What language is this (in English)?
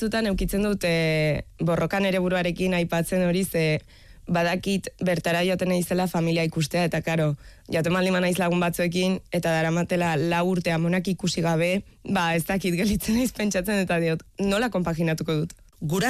Basque